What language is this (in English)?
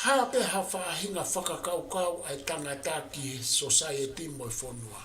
Tongan